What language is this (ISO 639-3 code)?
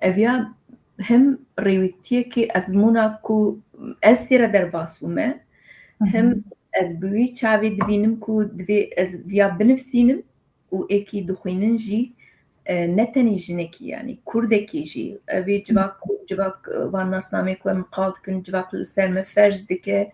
kur